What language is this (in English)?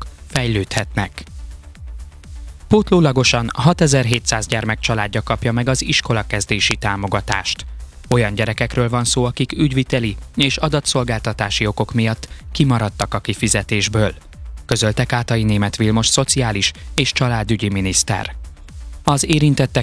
Hungarian